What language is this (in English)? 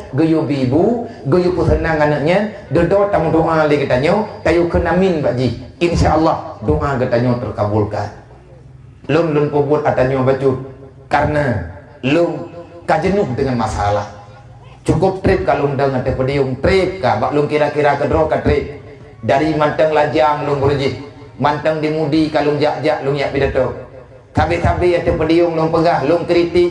Achinese